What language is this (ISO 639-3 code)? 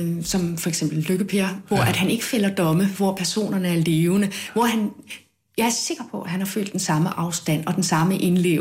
dan